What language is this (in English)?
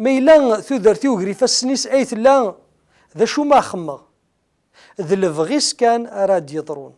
Kabyle